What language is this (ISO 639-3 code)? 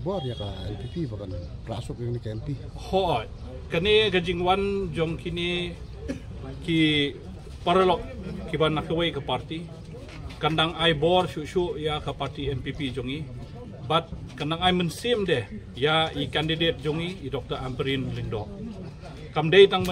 kha